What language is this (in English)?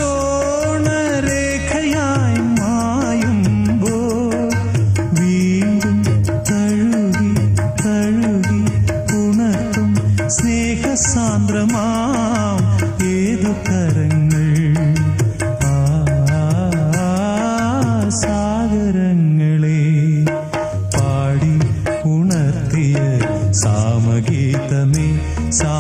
Malayalam